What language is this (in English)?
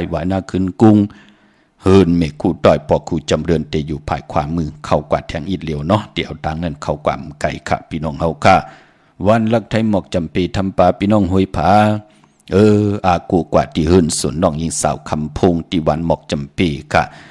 Shan